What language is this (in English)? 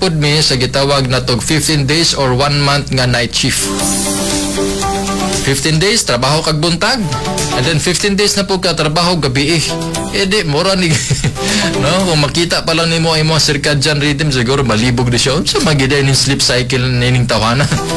Cebuano